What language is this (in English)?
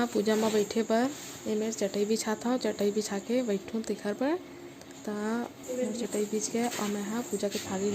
Chhattisgarhi